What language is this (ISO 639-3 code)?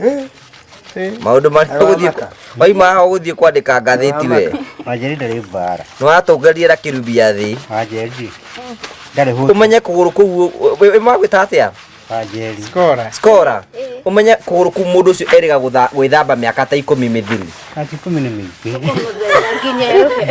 kik